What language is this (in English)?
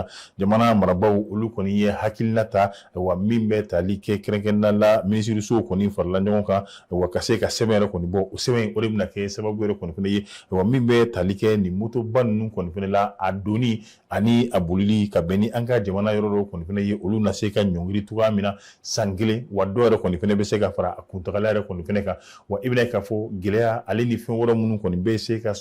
Bambara